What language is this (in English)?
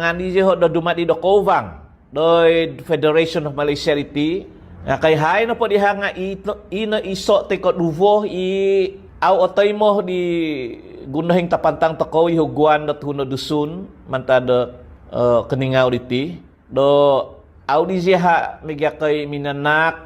Central Dusun